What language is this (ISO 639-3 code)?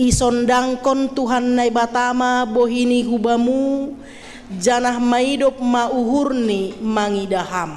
bts